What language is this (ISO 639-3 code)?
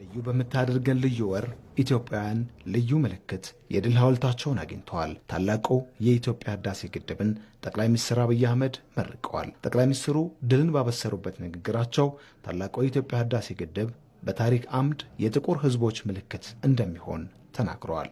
amh